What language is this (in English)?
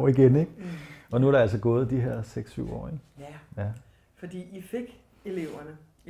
Danish